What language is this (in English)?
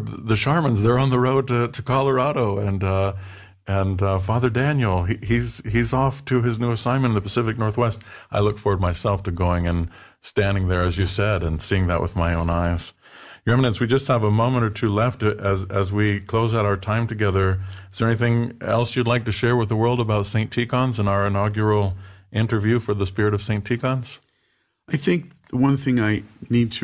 English